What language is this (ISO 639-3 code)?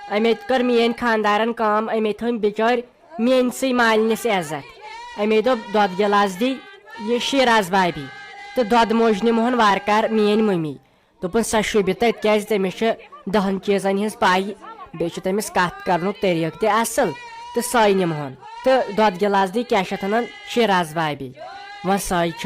kas